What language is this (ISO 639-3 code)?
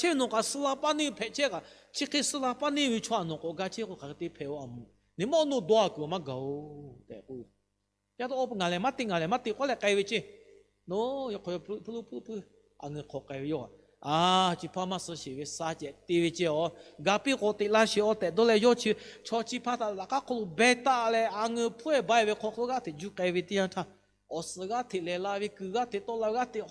lhu